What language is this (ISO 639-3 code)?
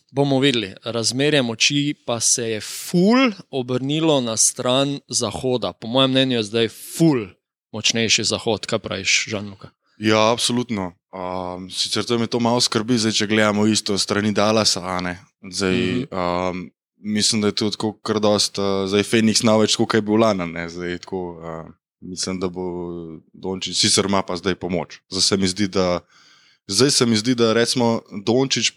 slv